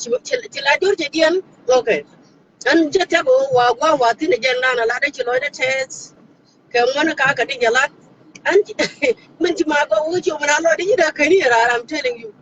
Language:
Nuer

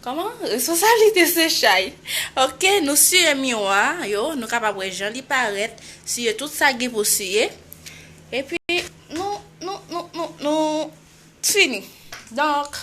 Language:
Haitian Creole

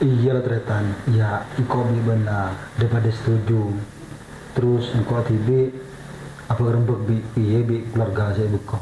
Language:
Madurese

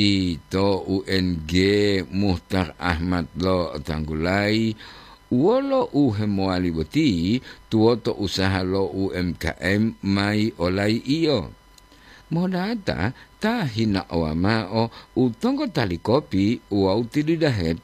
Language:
Gorontalo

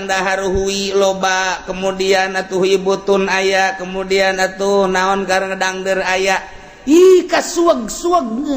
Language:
Sundanese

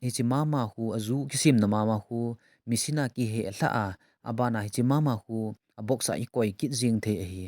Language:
Thado Chin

